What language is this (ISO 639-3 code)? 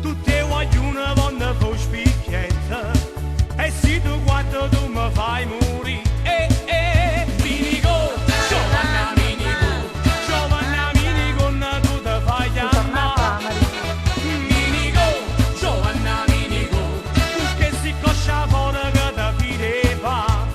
nap